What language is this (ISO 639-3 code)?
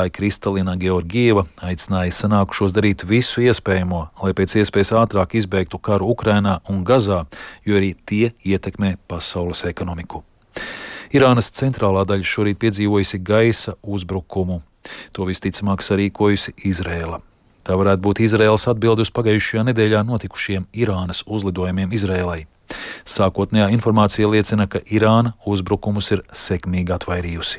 lav